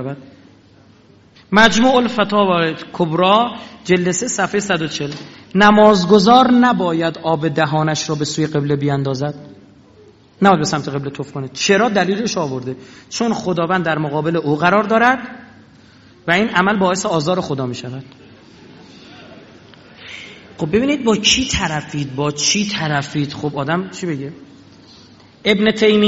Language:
Persian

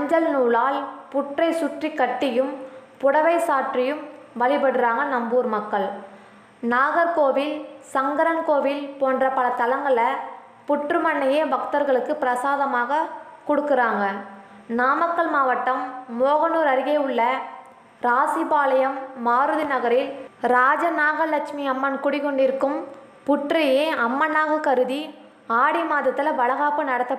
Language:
Tamil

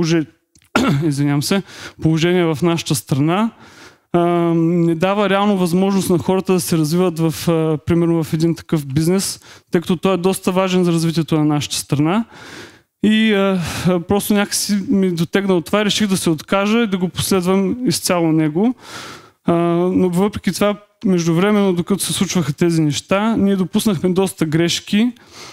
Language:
Bulgarian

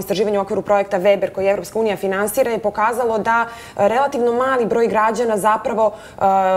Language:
Serbian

